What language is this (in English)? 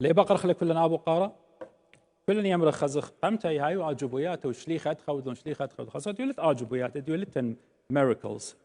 Assyrian Neo-Aramaic